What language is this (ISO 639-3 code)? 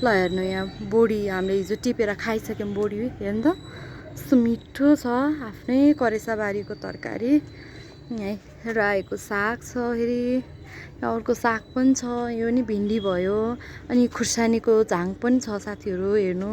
nep